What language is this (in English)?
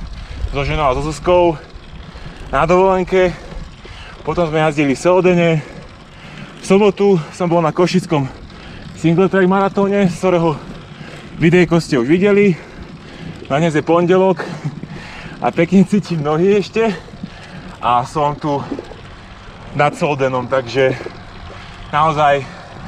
Slovak